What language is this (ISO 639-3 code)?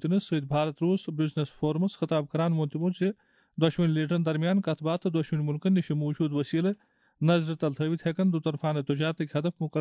kas